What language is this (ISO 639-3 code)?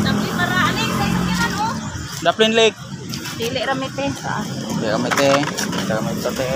ceb